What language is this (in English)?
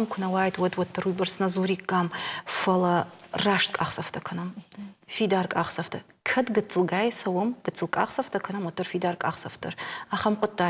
Ossetic